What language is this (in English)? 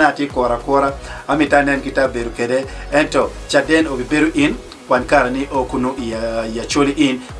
Acoli